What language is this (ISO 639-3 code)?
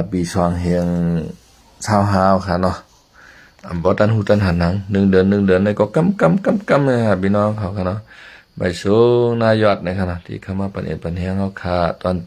shn